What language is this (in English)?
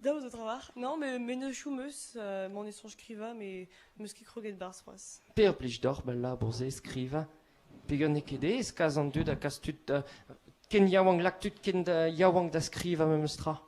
Breton